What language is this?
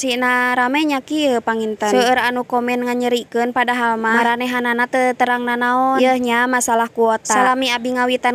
Sundanese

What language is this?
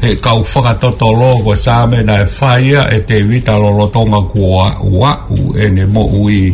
Tongan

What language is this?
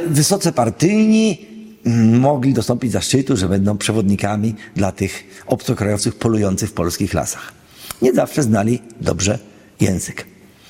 Polish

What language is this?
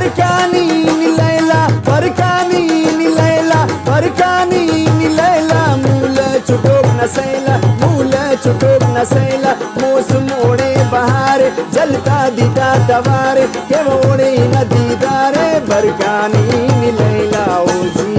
Brahui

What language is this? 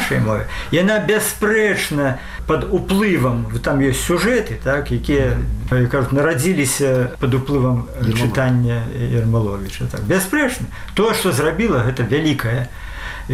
Belarusian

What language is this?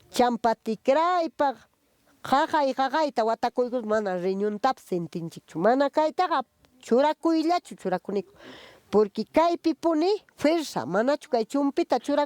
Ayacucho Quechua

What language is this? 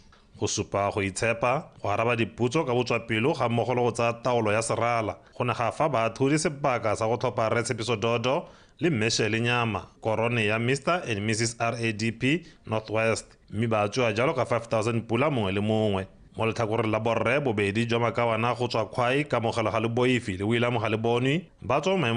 Tswana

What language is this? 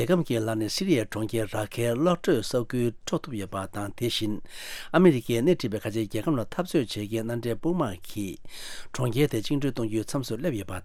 Tibetan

